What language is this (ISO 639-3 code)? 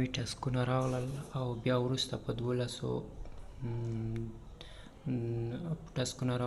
pus